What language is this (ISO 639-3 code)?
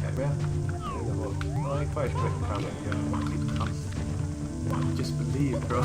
fao